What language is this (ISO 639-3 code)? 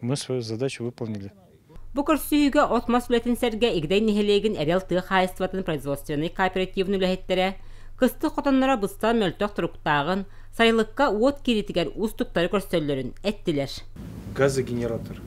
sah